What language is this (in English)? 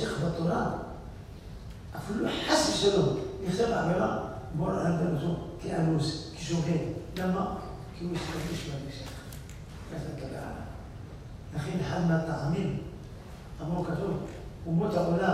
Hebrew